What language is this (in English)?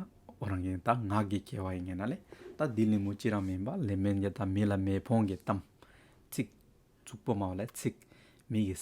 Hyolmo